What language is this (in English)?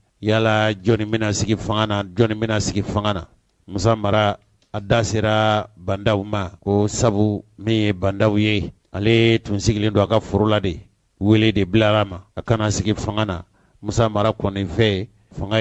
Bambara